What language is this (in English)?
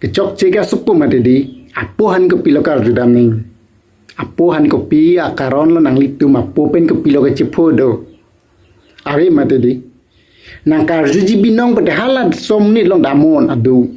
Karbi